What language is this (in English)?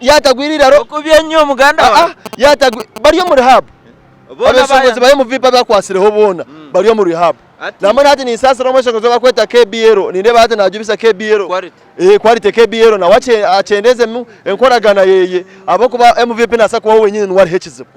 Nyankole